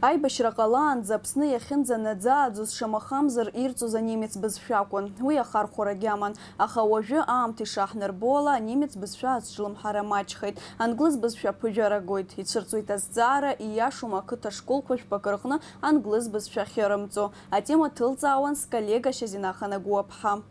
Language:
Abkhazian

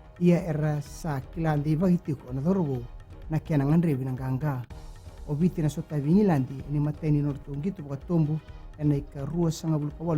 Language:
Fijian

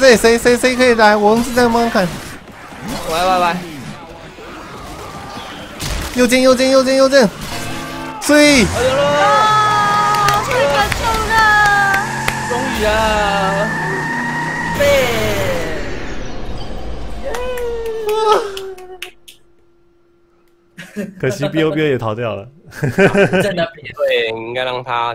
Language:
Chinese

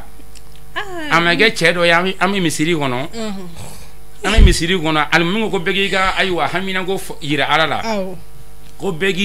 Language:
Bambara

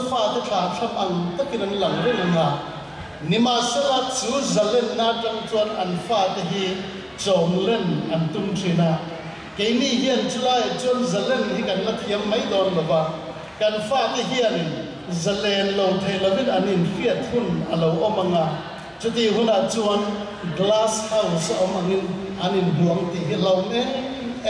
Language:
Mizo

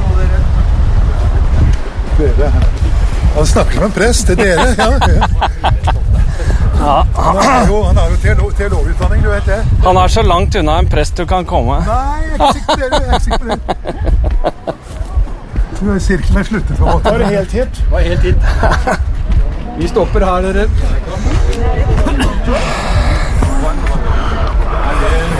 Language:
Norwegian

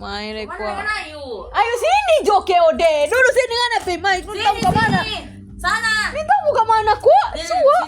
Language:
Manado Malay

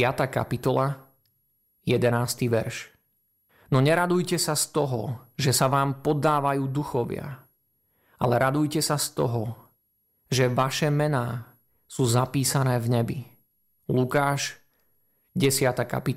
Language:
Slovak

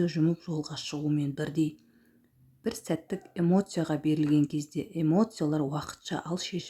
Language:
Kazakh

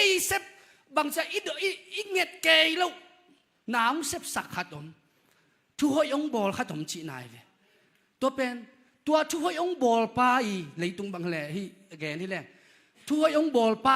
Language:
Tedim Chin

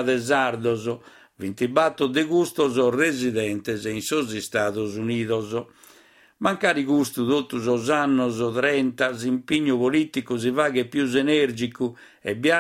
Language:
Sardinian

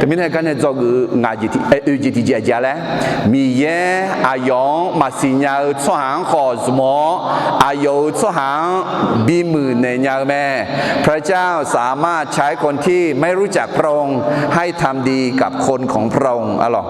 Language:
Akha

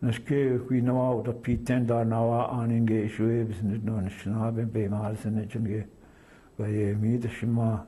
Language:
Chippewa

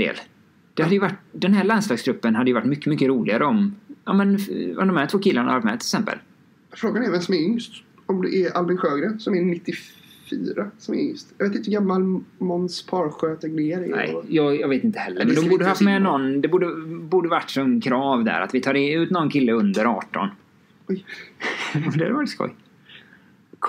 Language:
Swedish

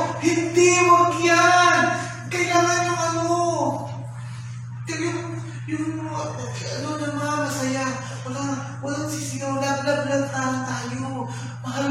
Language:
Filipino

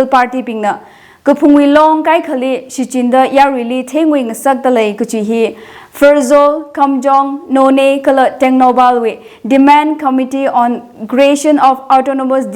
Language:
Tangkhul Naga (India)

